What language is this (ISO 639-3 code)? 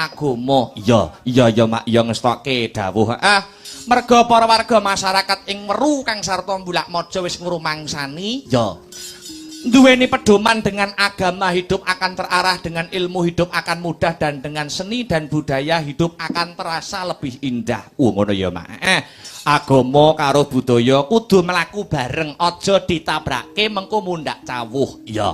jav